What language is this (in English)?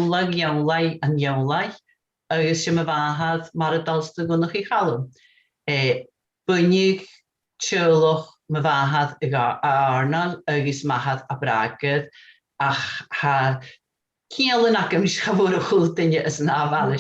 Scottish Gaelic